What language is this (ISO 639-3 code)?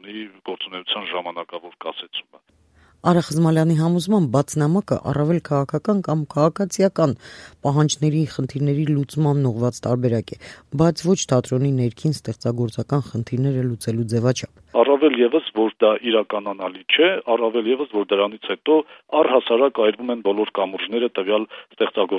hye